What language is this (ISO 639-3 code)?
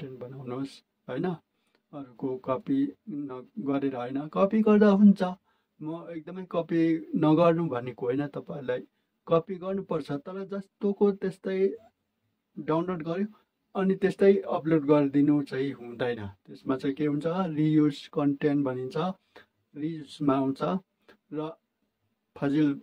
nep